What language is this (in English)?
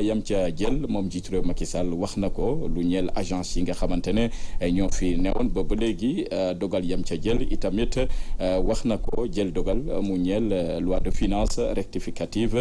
Wolof